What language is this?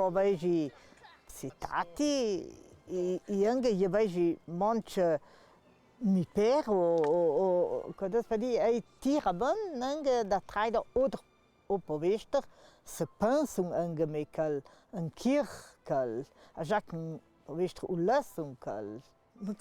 Ladin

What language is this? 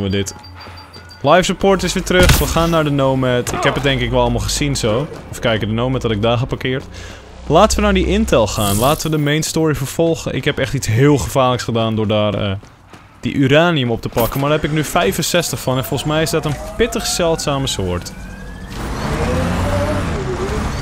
Dutch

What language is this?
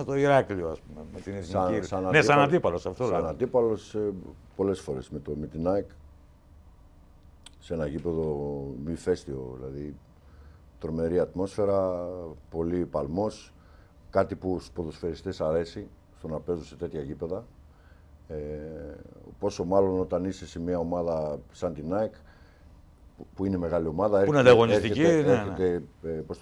Greek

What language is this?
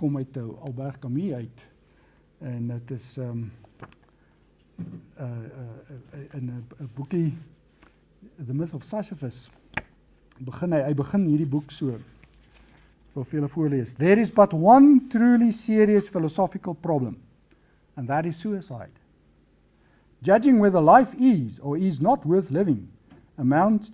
Afrikaans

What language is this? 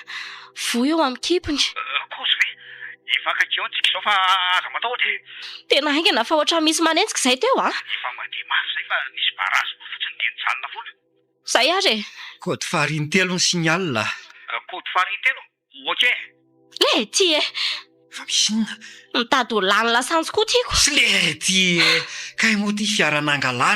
Malagasy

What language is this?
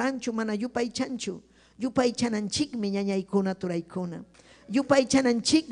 Ayacucho Quechua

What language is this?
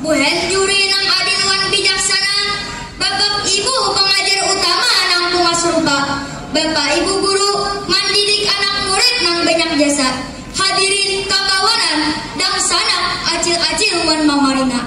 Banjar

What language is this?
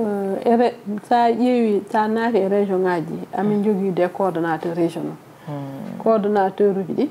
Fula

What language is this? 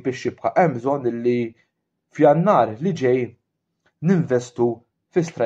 Maltese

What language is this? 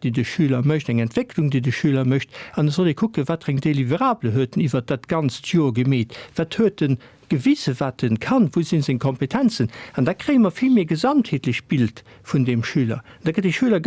Luxembourgish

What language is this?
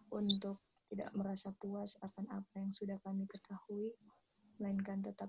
Indonesian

